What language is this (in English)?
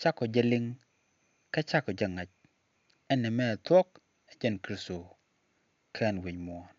Nuer